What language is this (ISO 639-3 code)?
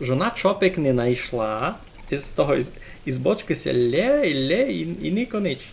rue